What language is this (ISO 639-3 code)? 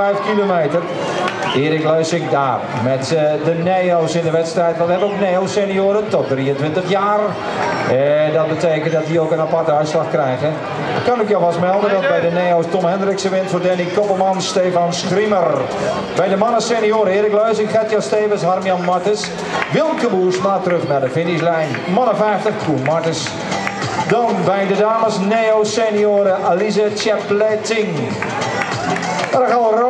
nld